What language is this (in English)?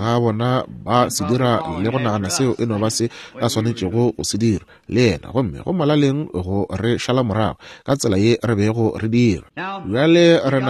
Northern Sotho